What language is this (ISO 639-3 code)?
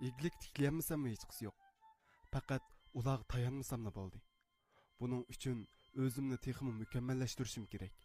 uig